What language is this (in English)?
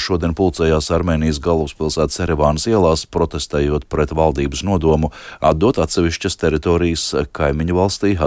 Latvian